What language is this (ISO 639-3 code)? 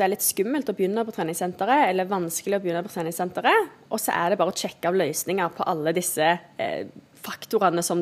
nor